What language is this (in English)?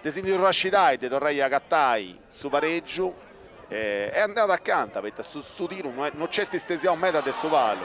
Sardinian